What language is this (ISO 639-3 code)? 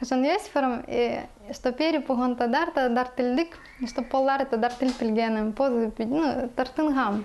kjh